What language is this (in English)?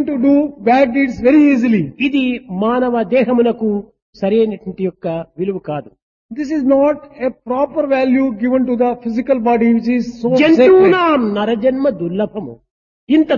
Telugu